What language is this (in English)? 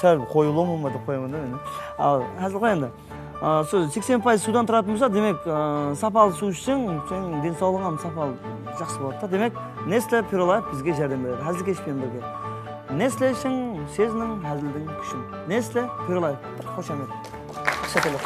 Kara-Kalpak